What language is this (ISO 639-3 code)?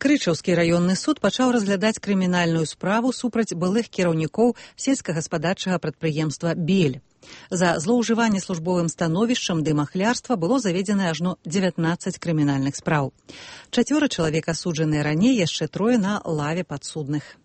bel